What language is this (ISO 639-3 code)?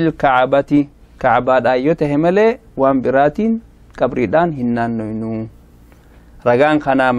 orm